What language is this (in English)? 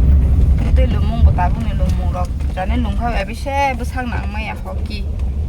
Kok Borok